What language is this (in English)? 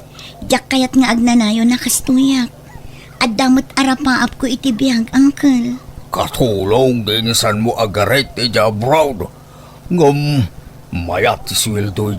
Iloko